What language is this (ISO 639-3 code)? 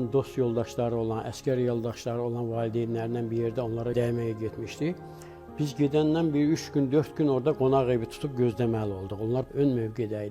aze